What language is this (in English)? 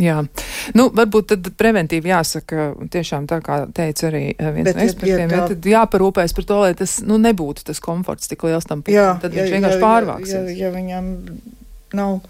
Latvian